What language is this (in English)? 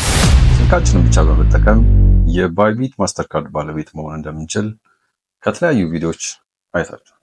Amharic